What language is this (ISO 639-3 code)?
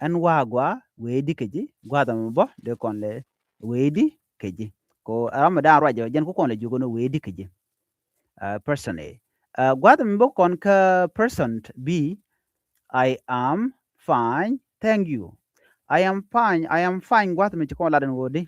nus